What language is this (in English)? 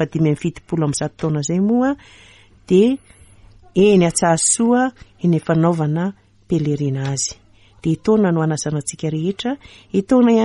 Malagasy